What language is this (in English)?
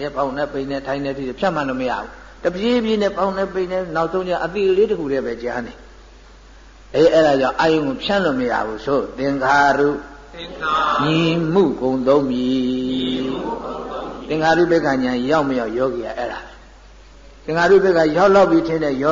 Burmese